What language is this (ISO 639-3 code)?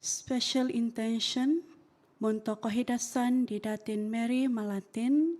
dtp